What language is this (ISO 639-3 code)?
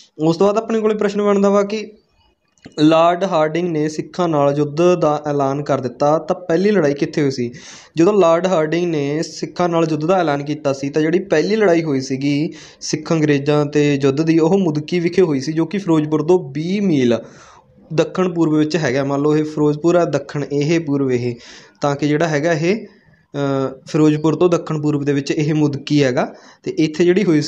pan